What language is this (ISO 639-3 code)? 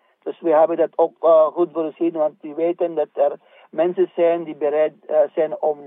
nld